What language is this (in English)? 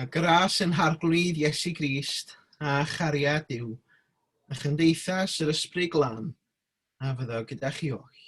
Welsh